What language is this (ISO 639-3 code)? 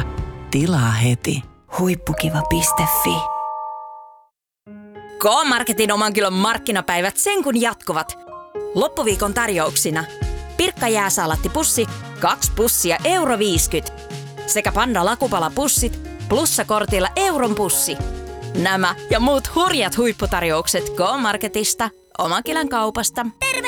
fin